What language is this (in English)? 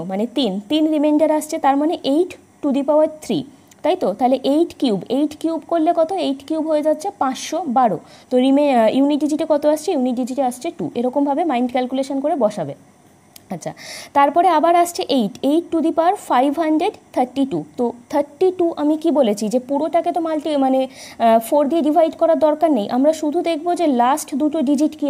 Bangla